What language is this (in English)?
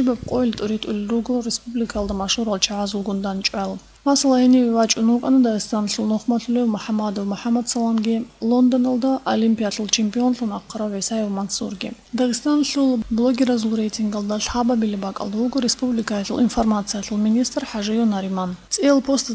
Avaric